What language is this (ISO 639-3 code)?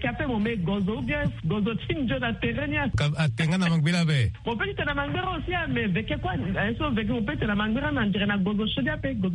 sag